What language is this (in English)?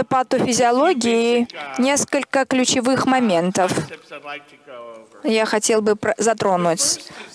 Russian